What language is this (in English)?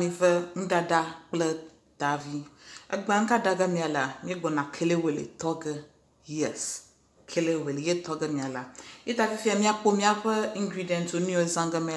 Ewe